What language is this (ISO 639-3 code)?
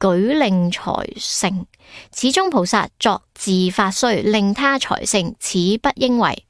yue